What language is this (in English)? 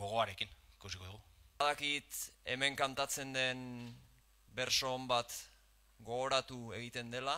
Basque